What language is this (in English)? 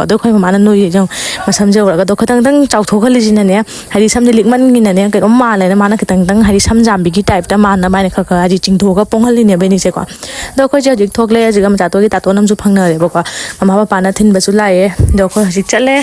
Manipuri